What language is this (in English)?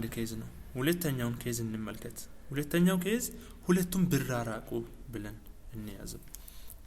Amharic